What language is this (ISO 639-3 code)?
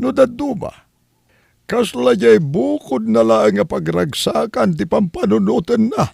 ilo